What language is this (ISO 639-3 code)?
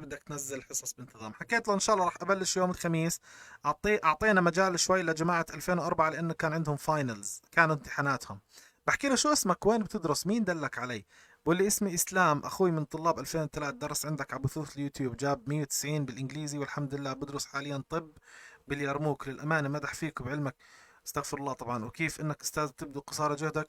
apc